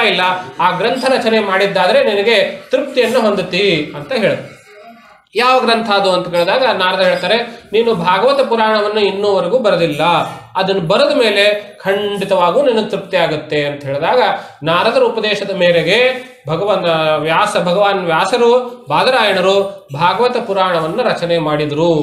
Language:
Kannada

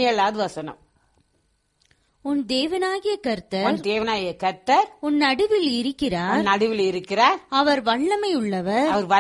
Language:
Tamil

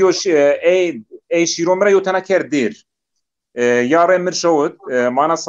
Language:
Zaza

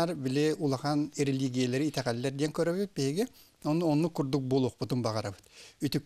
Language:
Yakut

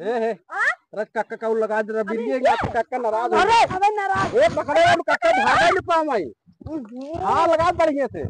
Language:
Awadhi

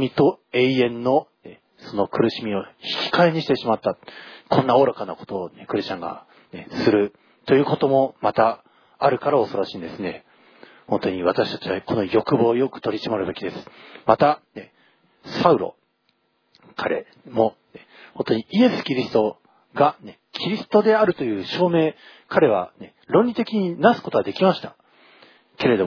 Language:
Japanese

